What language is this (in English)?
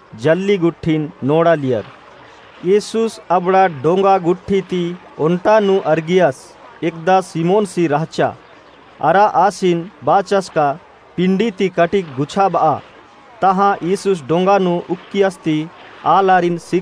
Kurukh